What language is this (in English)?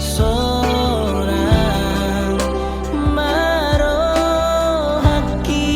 Batak Toba